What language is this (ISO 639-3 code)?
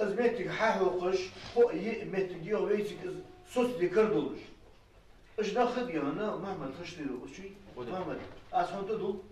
inh